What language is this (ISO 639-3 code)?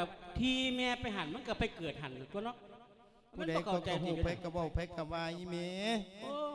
lao